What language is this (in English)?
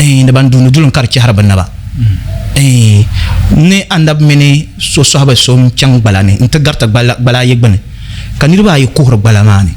Dagbani